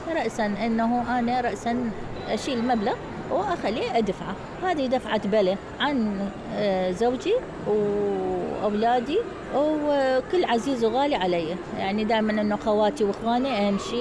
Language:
Mesopotamian Arabic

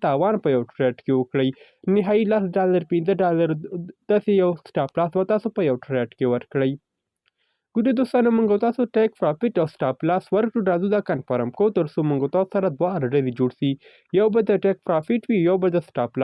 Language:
Pashto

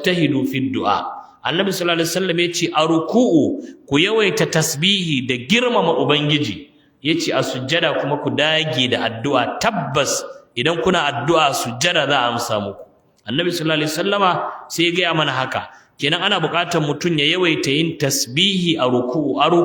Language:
Hausa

